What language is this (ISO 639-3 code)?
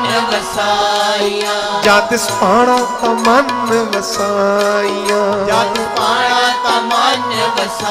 pan